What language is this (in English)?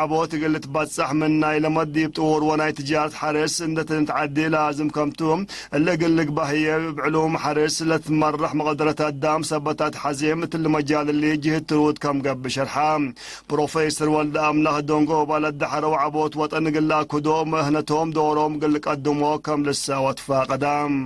Tigre